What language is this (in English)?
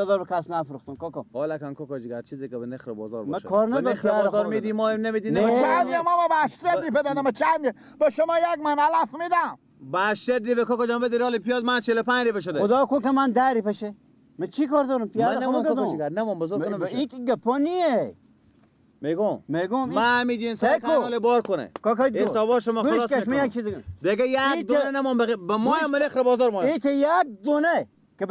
Persian